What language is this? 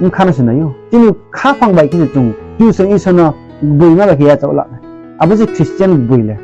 Riang (India)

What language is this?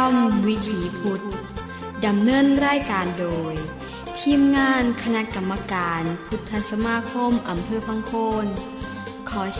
Northeastern Thai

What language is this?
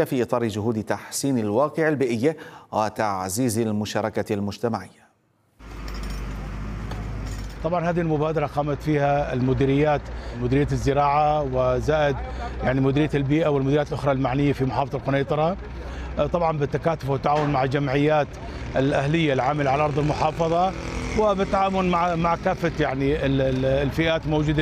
Arabic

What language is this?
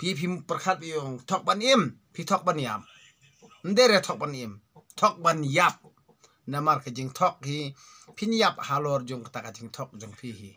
Khasi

